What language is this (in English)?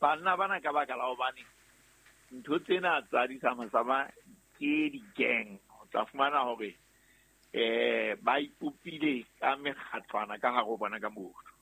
Southern Sotho